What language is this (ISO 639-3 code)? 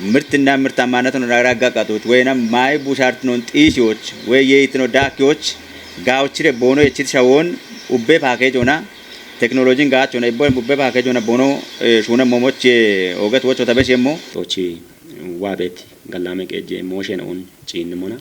kbr